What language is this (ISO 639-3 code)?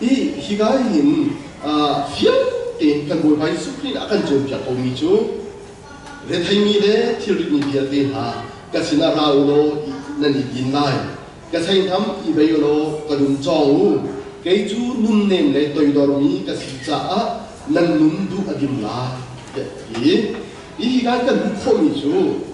cnh